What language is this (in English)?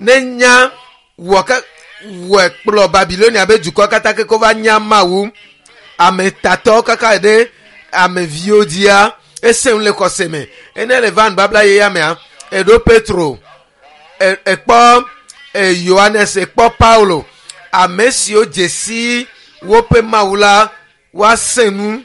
Ewe